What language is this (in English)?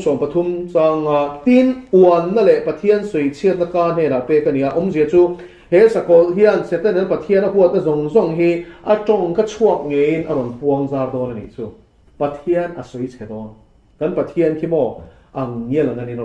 Mizo